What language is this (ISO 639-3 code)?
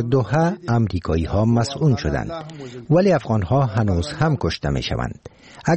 fas